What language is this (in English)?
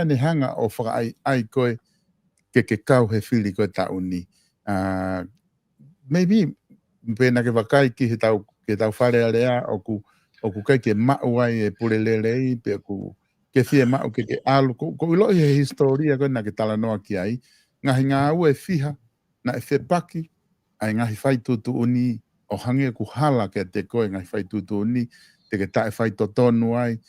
Tongan